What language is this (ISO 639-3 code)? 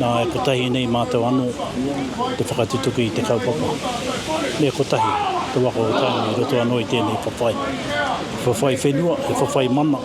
mri